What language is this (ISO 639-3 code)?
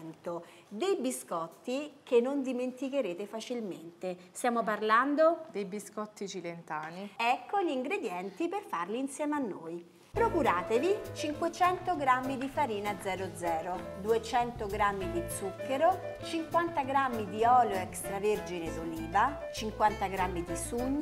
ita